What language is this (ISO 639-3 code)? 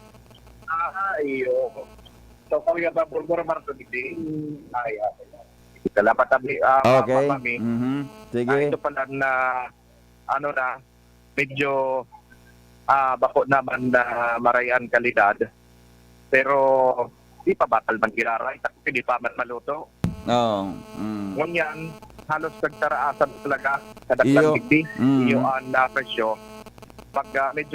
bik